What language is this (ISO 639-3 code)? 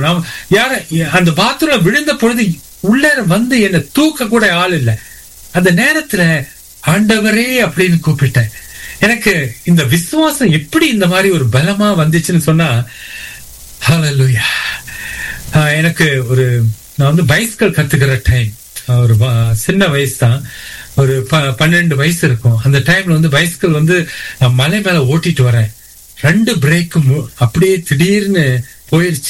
tam